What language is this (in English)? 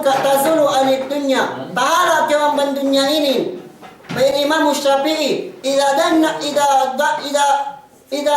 Yakan